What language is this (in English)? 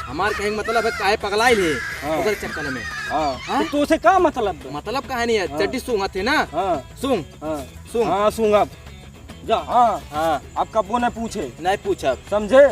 Awadhi